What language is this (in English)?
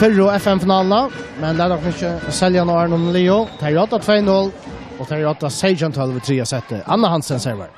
Faroese